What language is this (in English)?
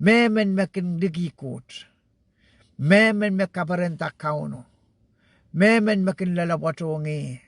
Pohnpeian